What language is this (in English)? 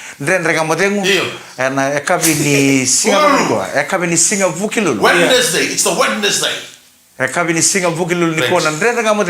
Fijian